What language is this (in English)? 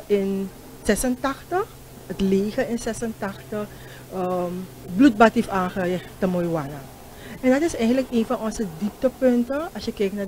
Dutch